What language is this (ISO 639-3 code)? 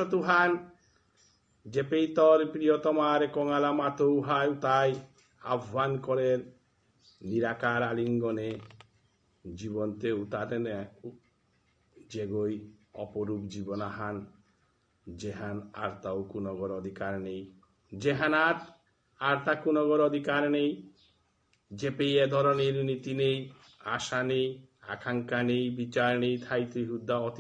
bpy